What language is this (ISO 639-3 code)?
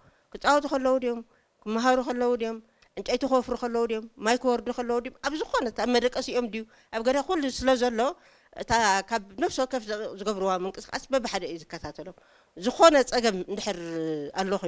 tir